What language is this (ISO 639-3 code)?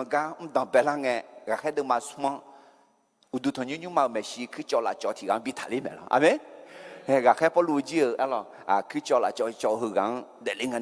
ahk